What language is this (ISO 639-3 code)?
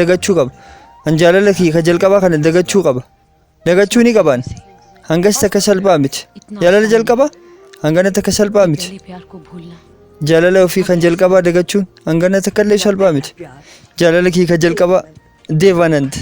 orm